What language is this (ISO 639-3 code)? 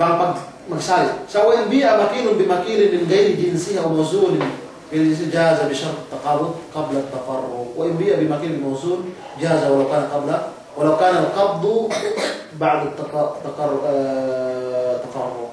yka